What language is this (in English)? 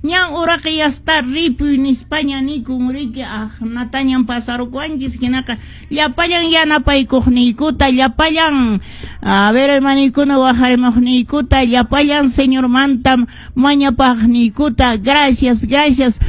Quechua